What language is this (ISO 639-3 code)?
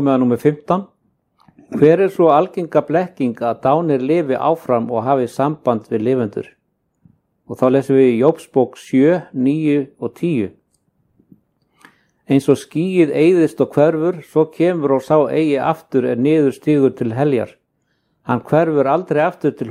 isl